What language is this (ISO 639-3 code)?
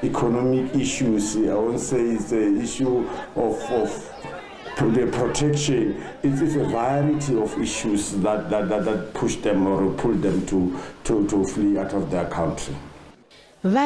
ven